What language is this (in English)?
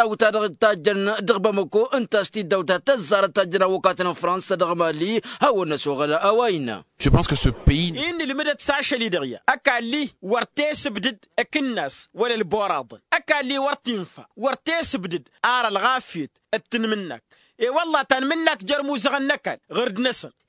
Tamasheq